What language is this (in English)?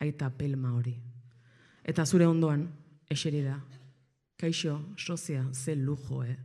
Basque